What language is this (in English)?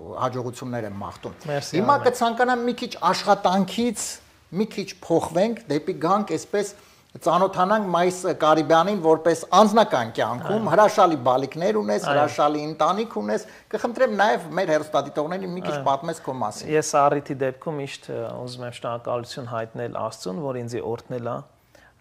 Armenian